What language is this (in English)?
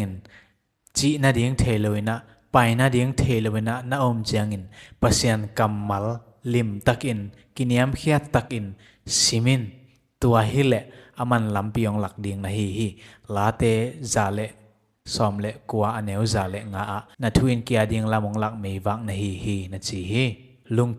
Tedim Chin